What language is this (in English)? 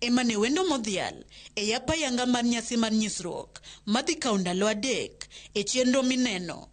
Luo (Kenya and Tanzania)